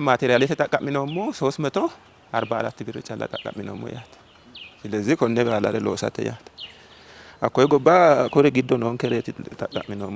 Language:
Sidamo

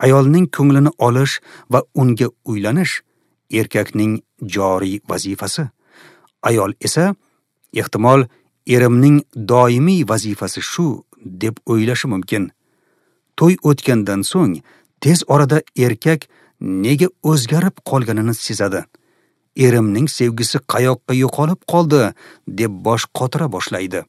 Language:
Uzbek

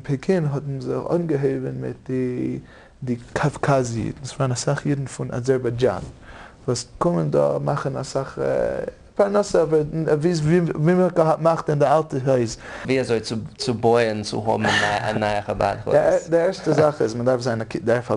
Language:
Yiddish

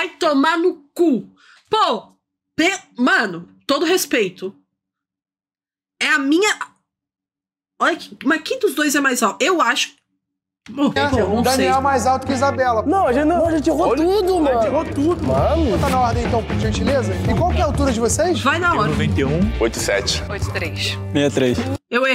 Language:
Portuguese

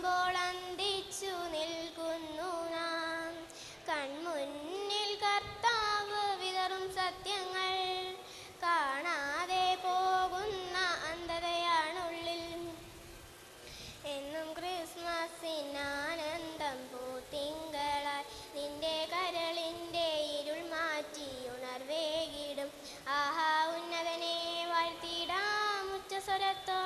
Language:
Malayalam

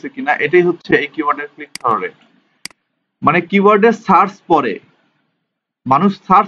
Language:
Bangla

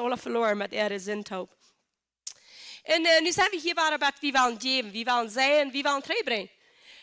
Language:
Plautdietsch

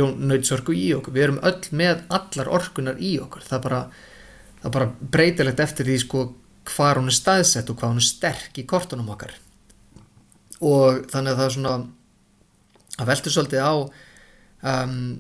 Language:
Icelandic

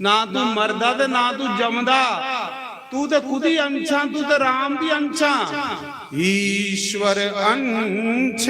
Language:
Dogri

